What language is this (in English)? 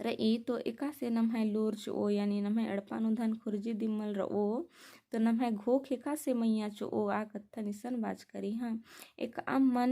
Kurukh